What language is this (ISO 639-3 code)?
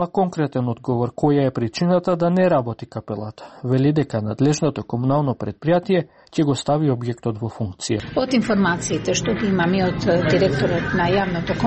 mkd